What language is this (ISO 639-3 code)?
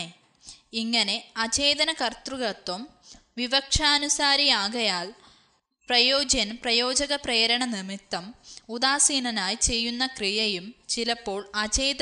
mal